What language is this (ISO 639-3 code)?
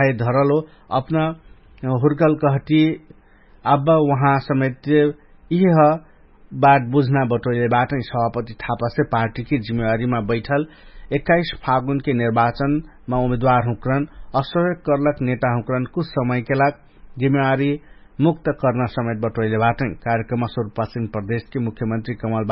thl